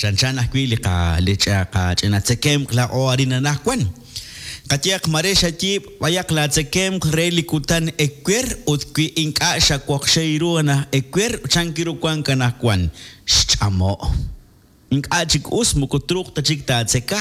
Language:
Kekchí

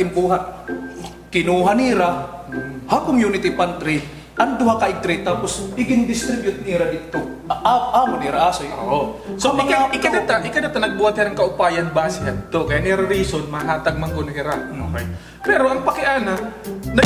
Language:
Waray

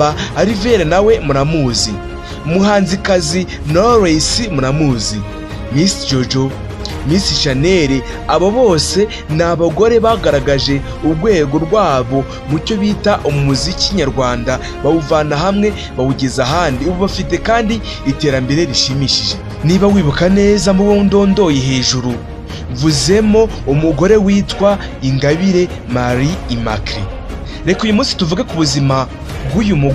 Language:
Kinyarwanda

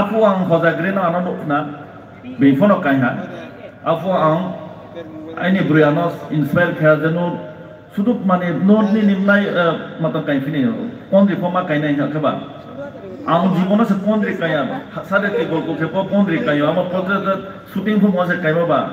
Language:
Riang (India)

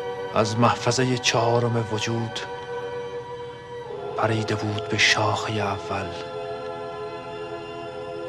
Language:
Persian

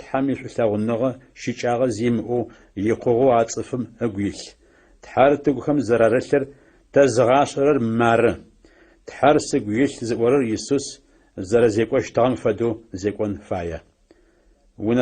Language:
Adyghe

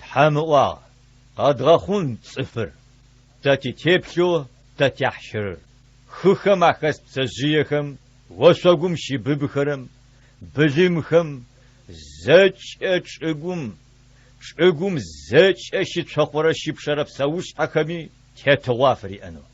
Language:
Adyghe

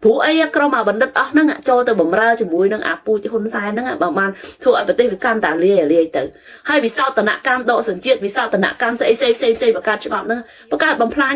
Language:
Khmer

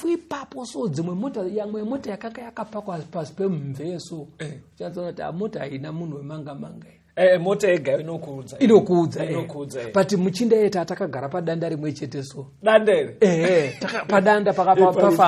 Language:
Shona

